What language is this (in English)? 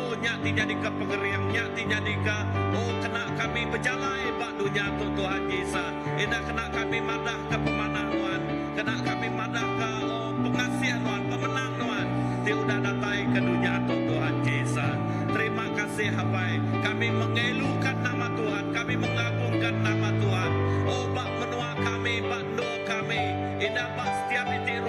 Iban